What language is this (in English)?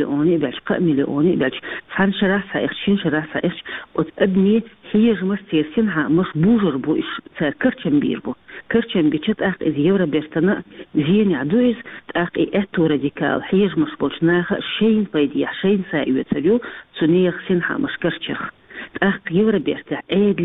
Chechen